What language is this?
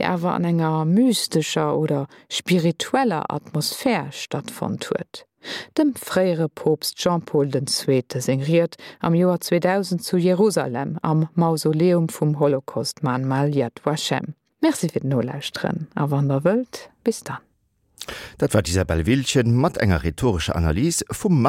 Luxembourgish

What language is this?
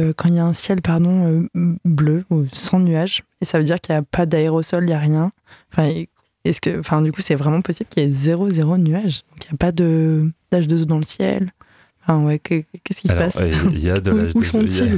French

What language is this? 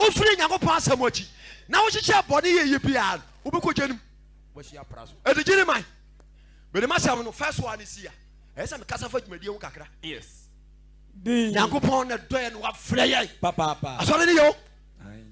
Akan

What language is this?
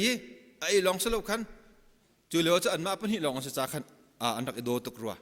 Hakha Chin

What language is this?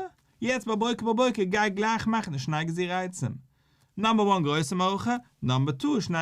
Yiddish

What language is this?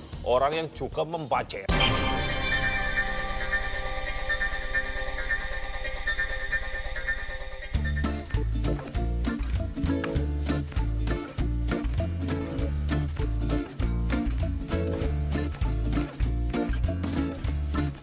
Malay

